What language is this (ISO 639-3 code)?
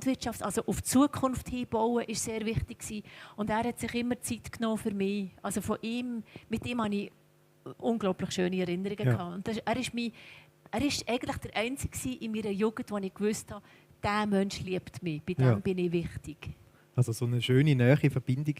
gsw